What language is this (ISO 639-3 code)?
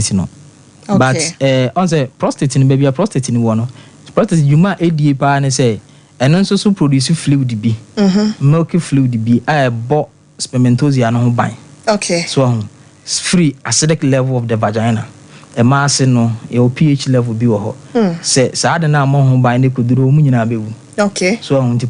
aka